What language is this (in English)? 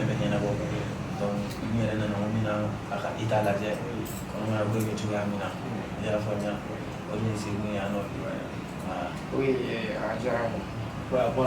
Bambara